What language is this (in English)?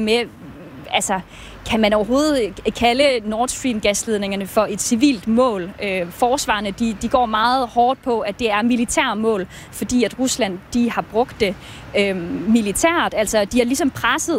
Danish